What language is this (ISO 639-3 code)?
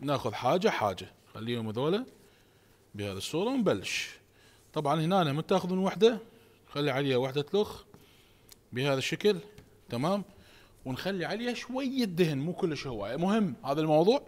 acm